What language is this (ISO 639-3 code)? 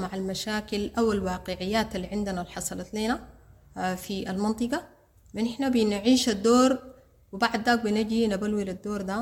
apd